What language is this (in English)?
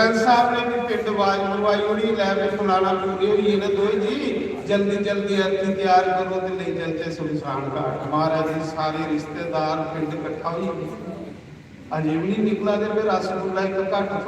Dogri